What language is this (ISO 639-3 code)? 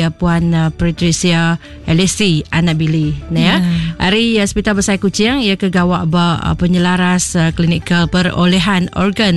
iba